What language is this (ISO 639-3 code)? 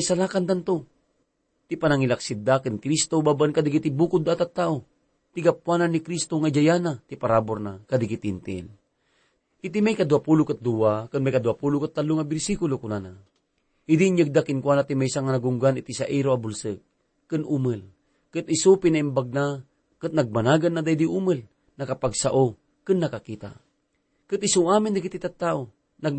ilo